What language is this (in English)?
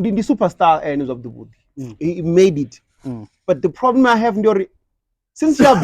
Venda